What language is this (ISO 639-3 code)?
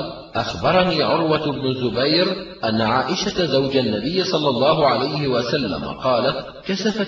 ara